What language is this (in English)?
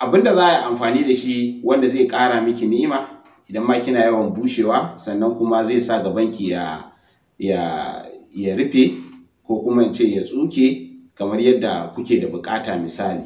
Hausa